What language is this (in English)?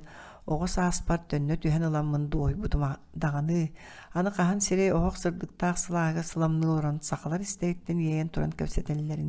Yakut